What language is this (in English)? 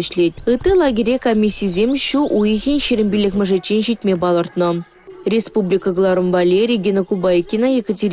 Chuvash